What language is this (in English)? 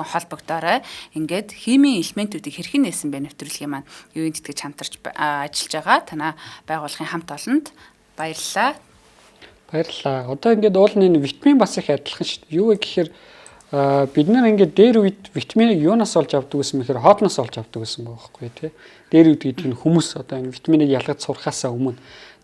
Mongolian